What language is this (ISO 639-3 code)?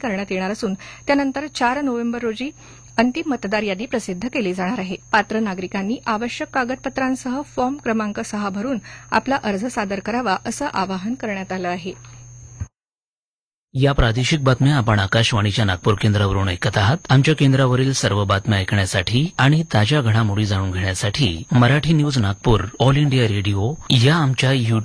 mar